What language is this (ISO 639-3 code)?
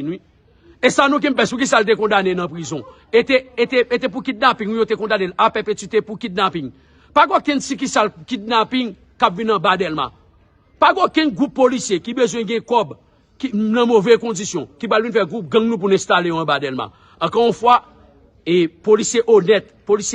hat